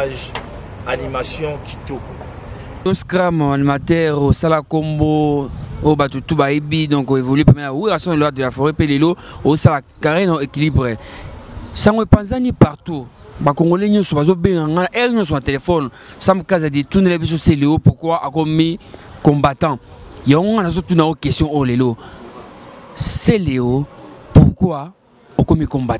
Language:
Lingala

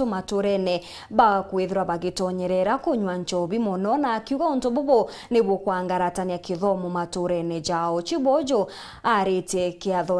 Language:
Meru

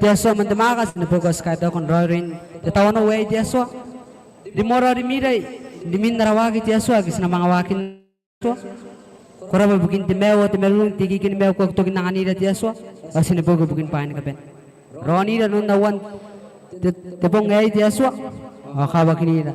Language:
Gilbertese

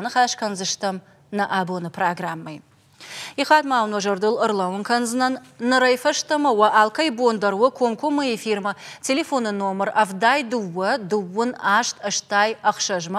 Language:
Ossetic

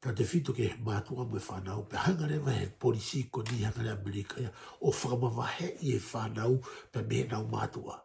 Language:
Tongan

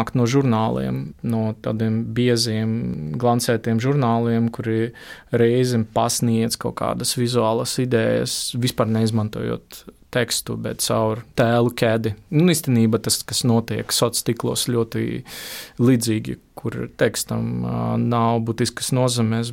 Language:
Latvian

